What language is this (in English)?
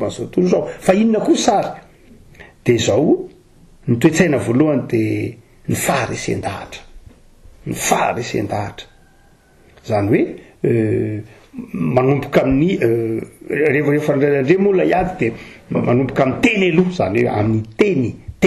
Malagasy